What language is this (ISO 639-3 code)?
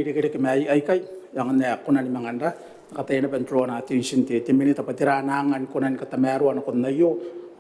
gil